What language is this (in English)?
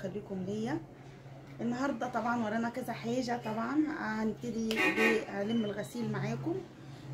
Egyptian Arabic